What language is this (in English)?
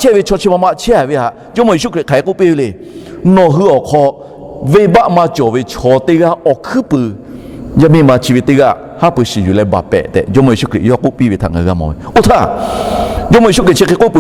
Lahu